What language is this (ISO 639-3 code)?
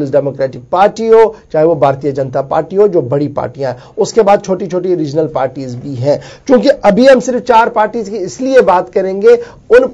urd